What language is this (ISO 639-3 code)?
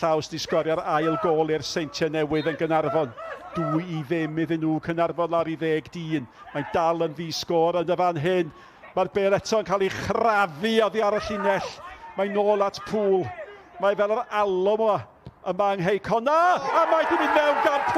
cym